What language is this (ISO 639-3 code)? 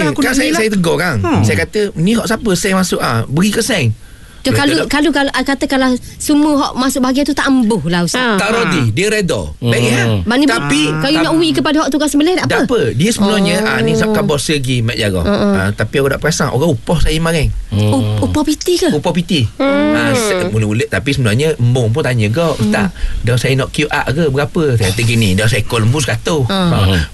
msa